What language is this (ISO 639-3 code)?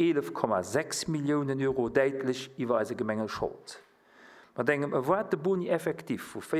ltz